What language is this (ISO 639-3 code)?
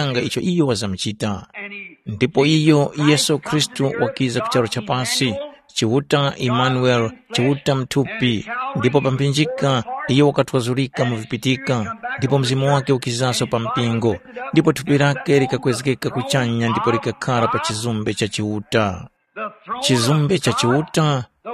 tum